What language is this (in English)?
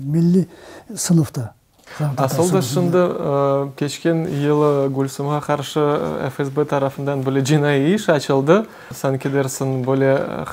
Crimean Tatar